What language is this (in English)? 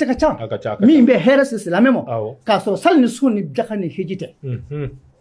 Bambara